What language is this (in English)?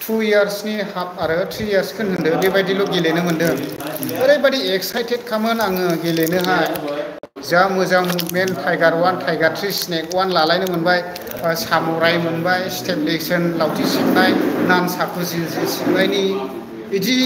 Bodo